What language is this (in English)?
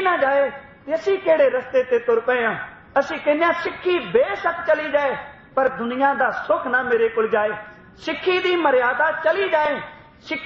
Punjabi